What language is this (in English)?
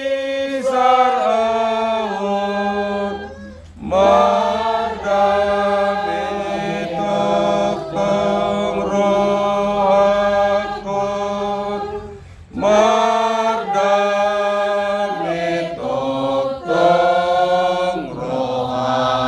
Batak Toba